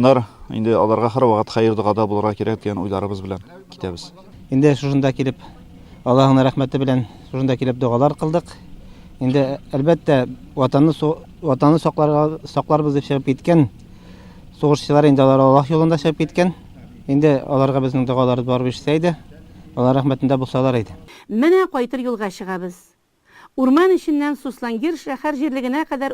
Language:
Tatar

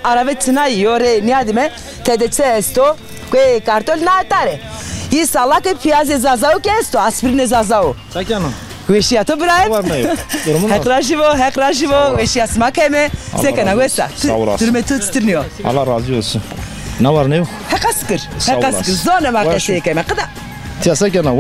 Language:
Zaza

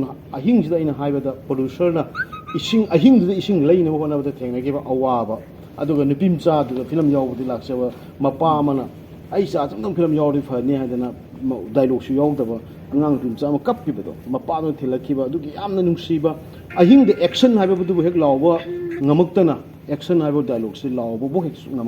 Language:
Manipuri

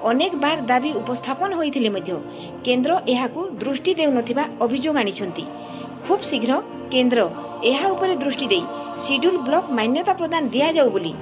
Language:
Odia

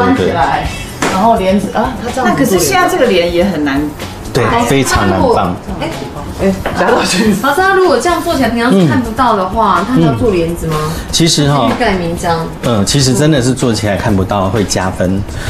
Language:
Chinese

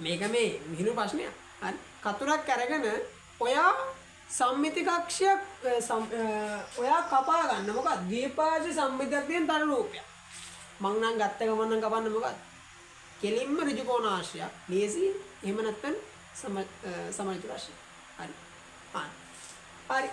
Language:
Sinhala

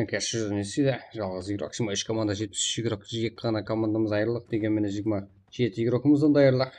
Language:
Kara-Kalpak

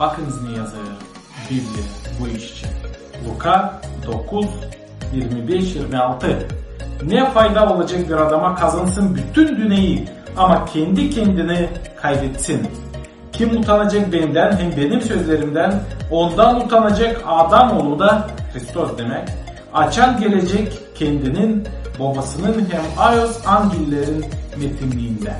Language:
Gagauz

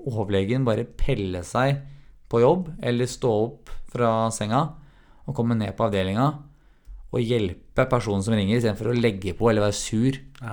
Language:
Norwegian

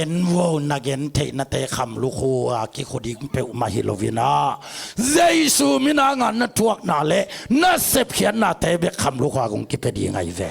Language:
Tedim Chin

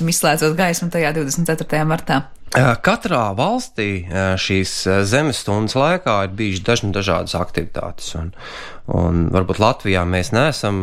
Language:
Latvian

